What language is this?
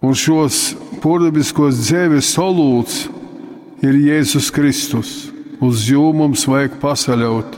Latgalian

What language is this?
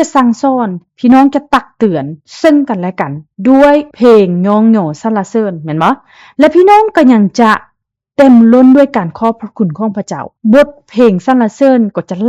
Lao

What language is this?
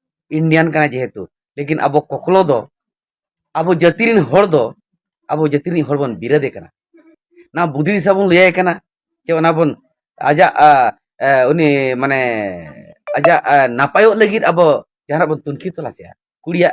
Santali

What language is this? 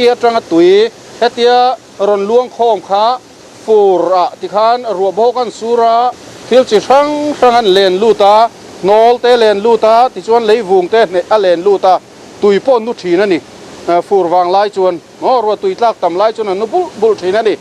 Mizo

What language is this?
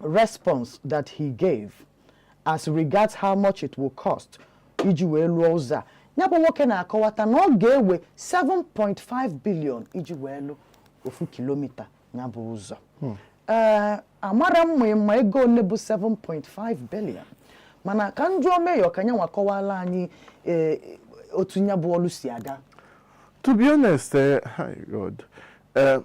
Igbo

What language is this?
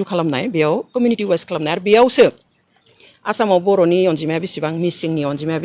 Bodo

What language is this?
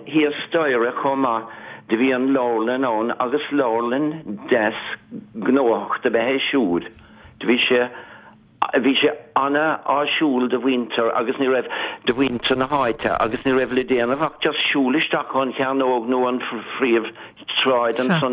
Irish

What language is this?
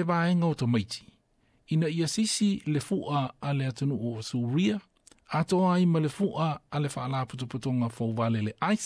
Samoan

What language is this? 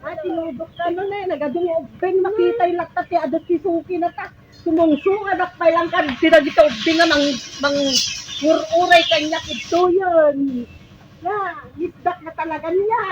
Iloko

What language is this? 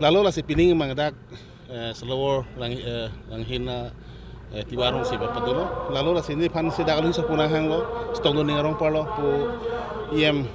Karbi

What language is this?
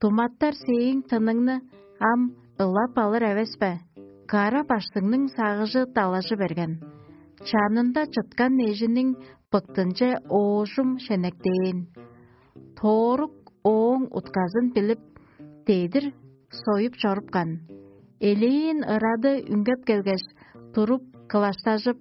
Tuvinian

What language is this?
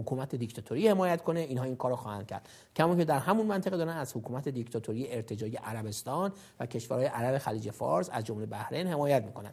Persian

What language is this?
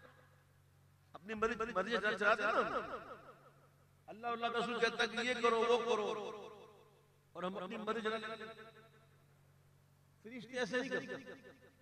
Urdu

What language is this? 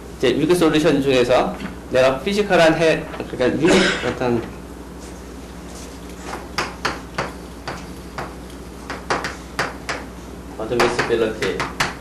Korean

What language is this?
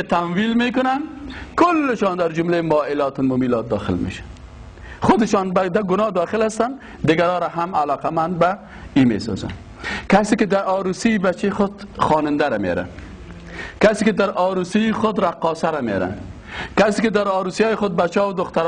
Persian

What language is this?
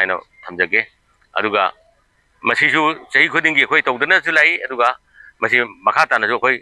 Manipuri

